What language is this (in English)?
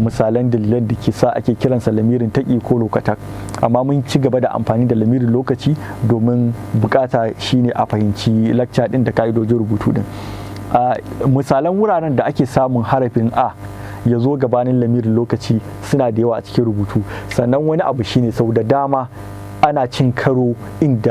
Hausa